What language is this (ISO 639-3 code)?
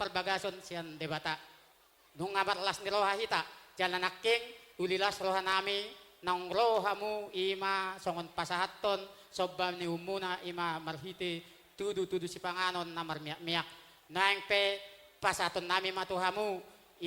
bbc